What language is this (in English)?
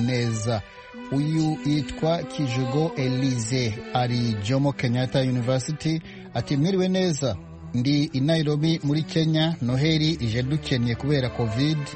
Kinyarwanda